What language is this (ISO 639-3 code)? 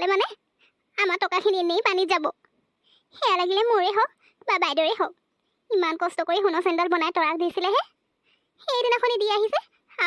asm